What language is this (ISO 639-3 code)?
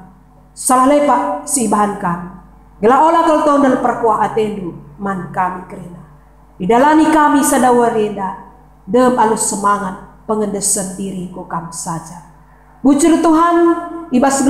btx